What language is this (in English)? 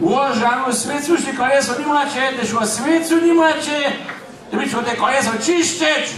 Upper Sorbian